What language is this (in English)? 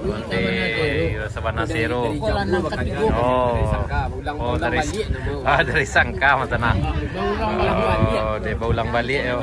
Minangkabau